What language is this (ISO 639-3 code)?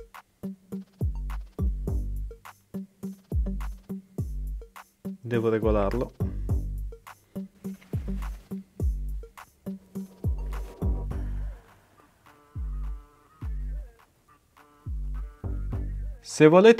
ita